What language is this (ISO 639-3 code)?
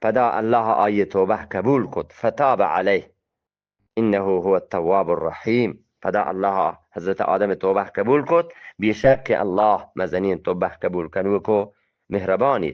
bgp